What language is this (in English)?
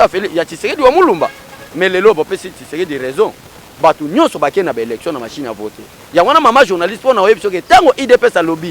Lingala